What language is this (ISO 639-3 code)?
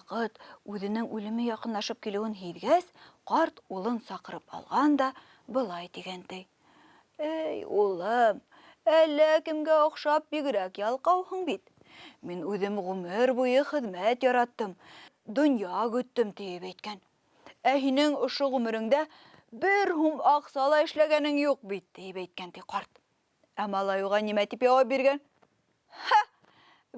bak